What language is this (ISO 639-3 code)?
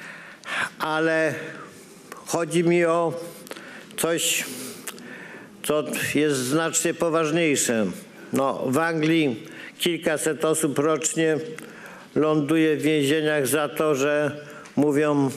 pol